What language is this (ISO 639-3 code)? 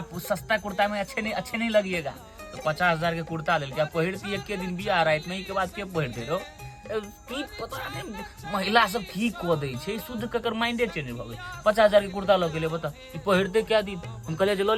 mai